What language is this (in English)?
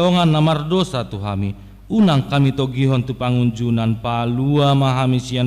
Batak Toba